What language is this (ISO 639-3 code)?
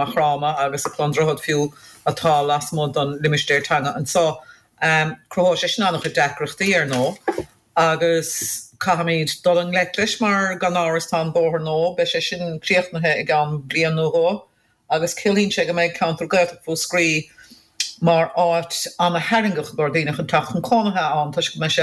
gle